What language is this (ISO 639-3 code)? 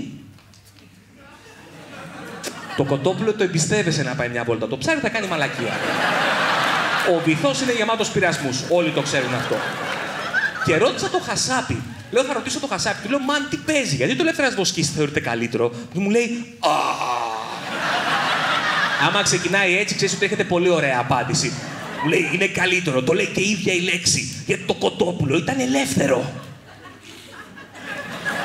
ell